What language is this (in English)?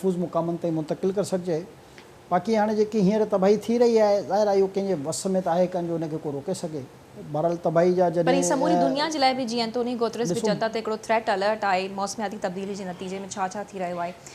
Sindhi